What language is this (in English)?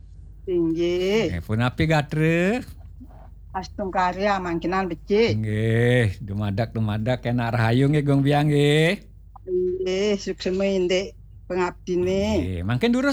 Balinese